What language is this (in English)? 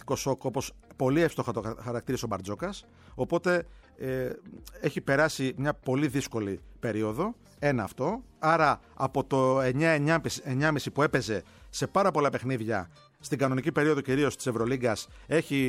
Greek